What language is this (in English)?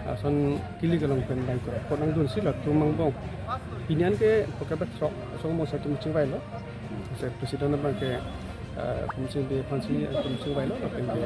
Karbi